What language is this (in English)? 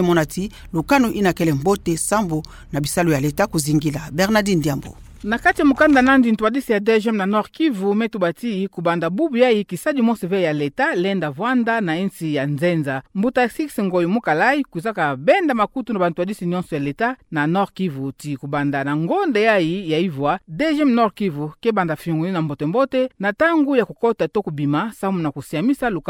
Kituba (Democratic Republic of Congo)